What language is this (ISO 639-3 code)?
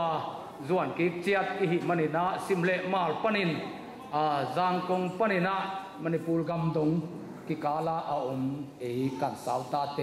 ctd